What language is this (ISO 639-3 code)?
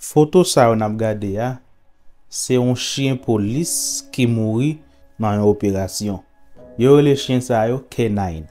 hat